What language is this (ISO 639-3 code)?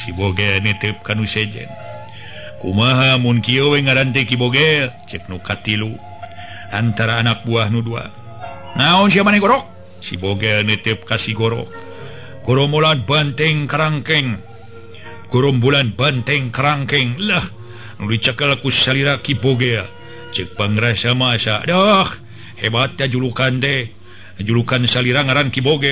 sun